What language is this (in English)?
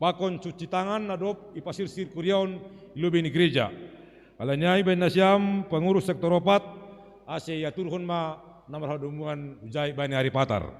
Batak Simalungun